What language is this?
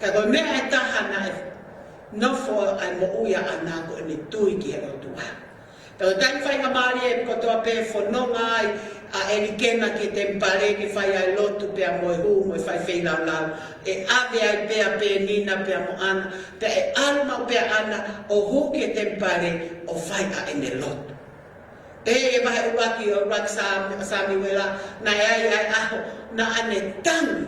Tongan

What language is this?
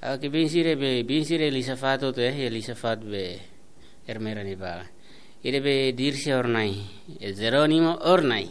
Tetum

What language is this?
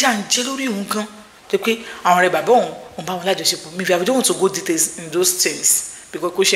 Yoruba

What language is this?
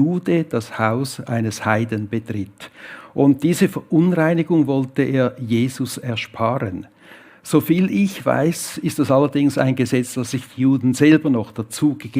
Swiss German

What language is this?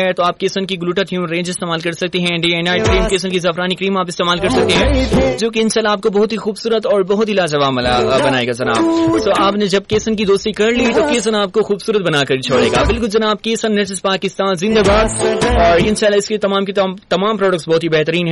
Urdu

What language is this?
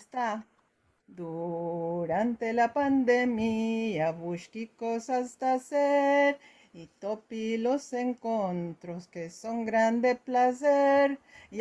Ladino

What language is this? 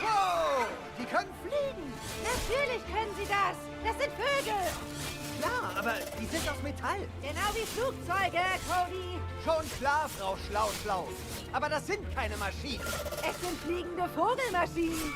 Swiss German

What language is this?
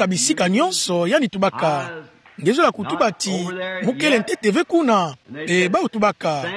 Kituba (Democratic Republic of Congo)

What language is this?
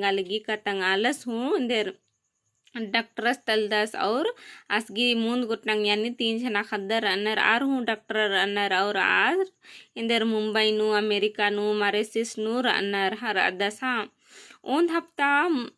Kurukh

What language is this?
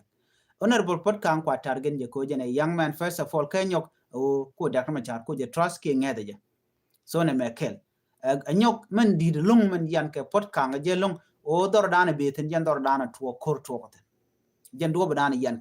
Nuer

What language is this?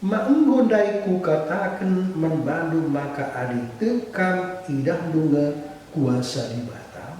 Batak Karo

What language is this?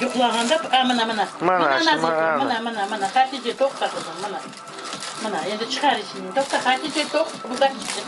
Crimean Tatar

